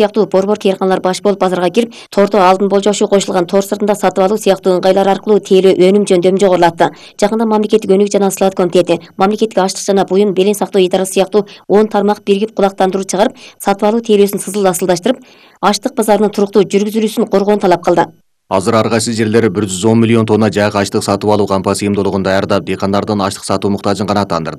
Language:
Kyrgyz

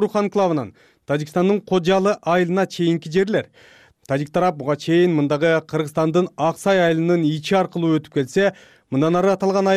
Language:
Kyrgyz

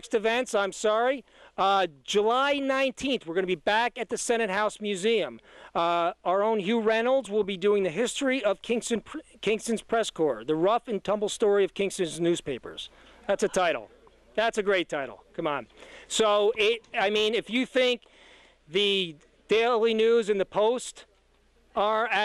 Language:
English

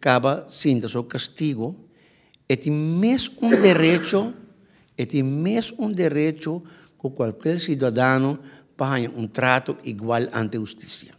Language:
Papiamento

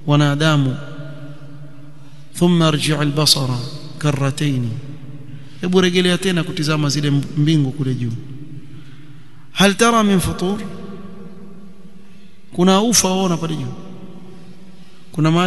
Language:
Swahili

